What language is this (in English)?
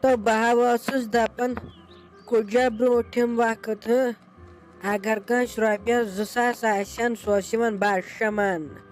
Kashmiri